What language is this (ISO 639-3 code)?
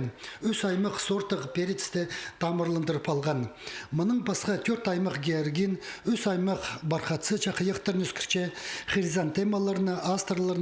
kjh